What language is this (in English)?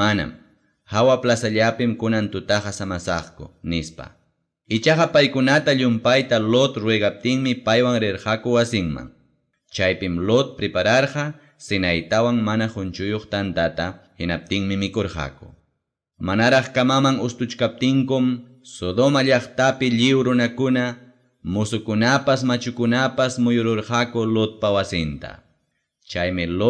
Ayacucho Quechua